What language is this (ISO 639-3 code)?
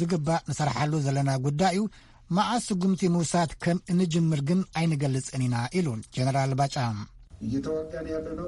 tir